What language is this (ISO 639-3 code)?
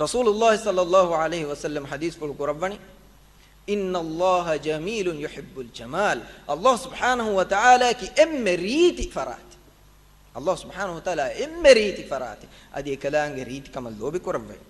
div